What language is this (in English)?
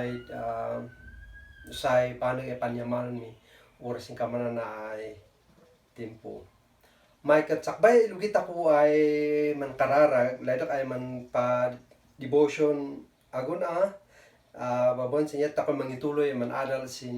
Kankanaey